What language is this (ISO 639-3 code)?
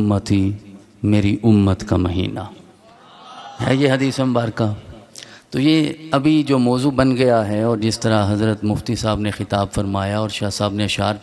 urd